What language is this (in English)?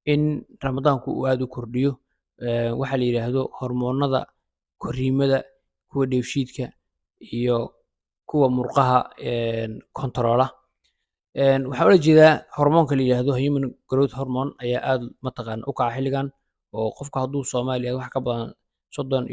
Somali